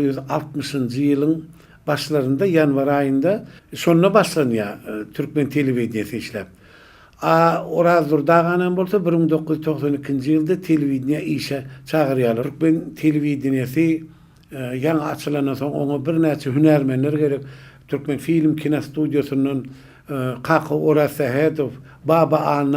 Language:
Turkmen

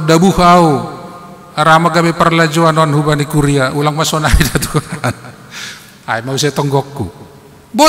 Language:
Batak Simalungun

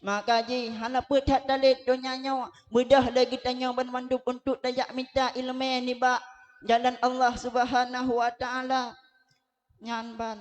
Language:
Achinese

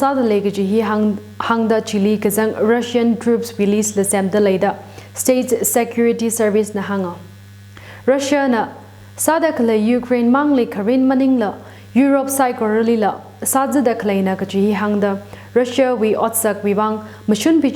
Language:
Tangkhul Naga (India)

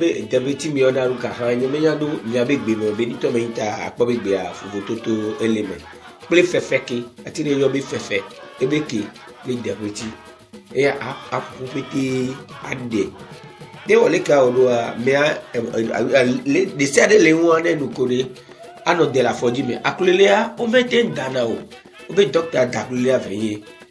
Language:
Ewe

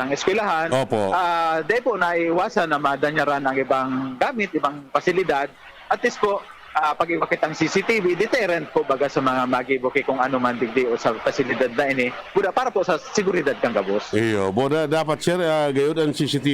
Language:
Bikol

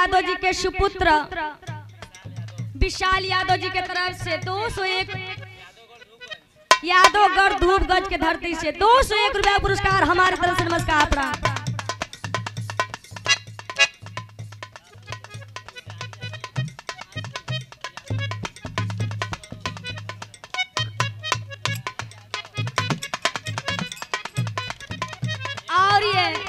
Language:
Bhojpuri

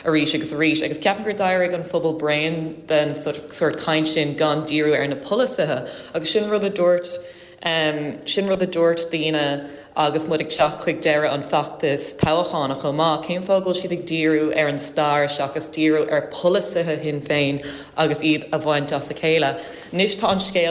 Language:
Irish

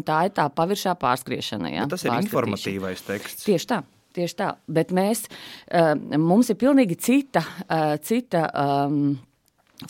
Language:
Latvian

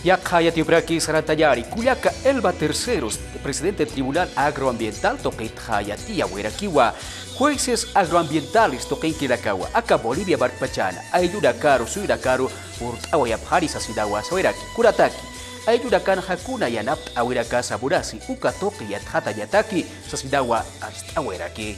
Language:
Aymara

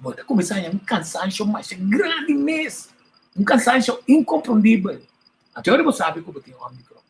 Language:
Papiamento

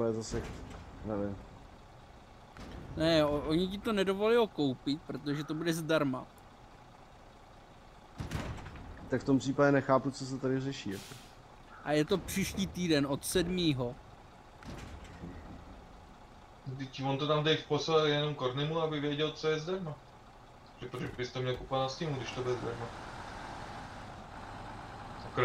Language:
Czech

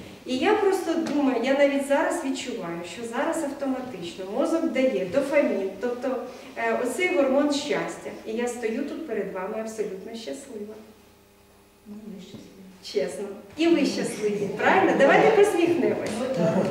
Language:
Ukrainian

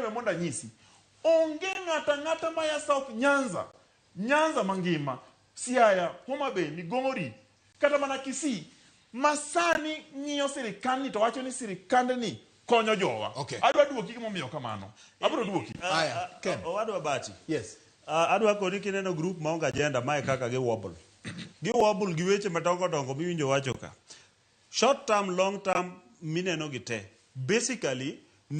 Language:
Luo (Kenya and Tanzania)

